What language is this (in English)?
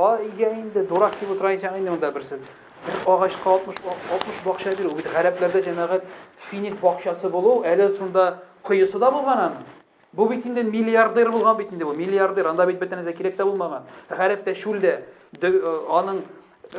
Tatar